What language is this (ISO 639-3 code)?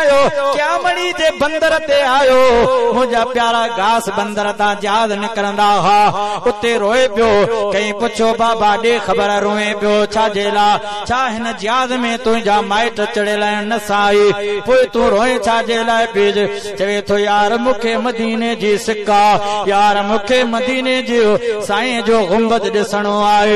snd